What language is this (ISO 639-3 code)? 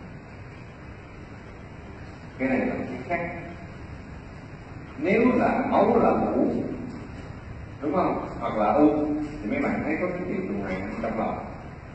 vie